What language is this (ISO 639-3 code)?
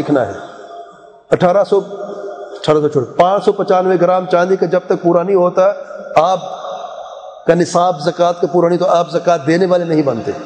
urd